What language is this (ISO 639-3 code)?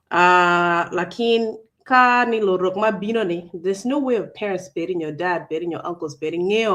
ach